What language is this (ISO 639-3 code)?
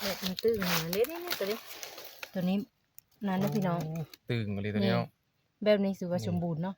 tts